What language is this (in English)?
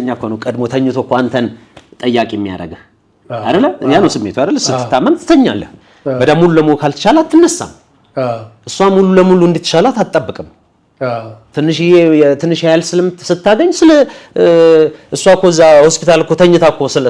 Amharic